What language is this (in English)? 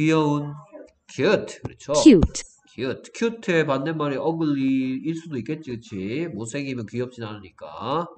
Korean